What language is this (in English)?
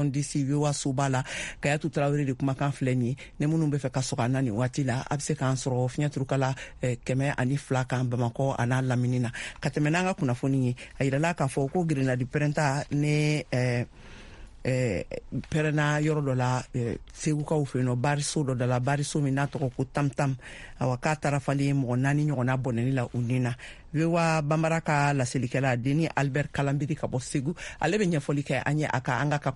Bambara